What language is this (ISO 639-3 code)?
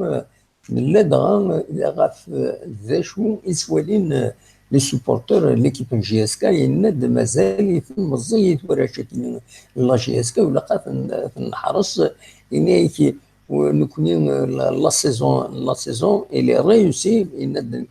kab